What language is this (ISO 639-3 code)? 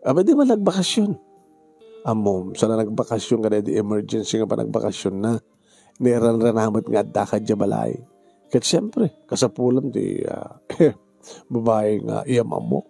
ilo